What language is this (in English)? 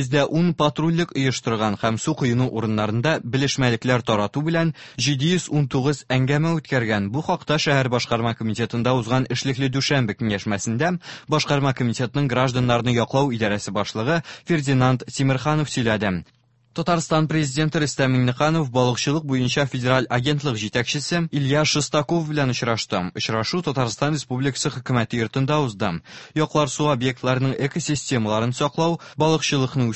Tatar